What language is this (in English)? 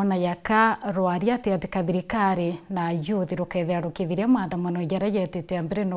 Meru